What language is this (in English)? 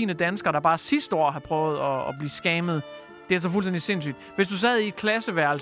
Danish